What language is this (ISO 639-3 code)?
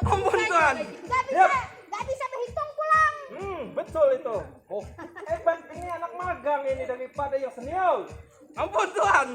bjn